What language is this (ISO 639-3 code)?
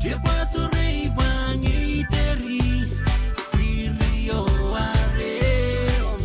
pon